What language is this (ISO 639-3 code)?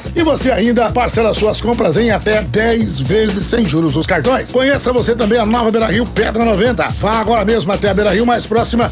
por